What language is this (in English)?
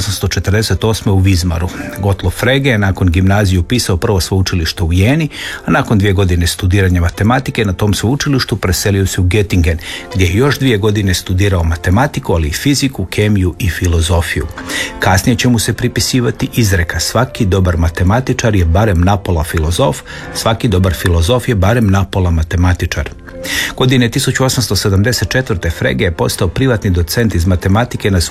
Croatian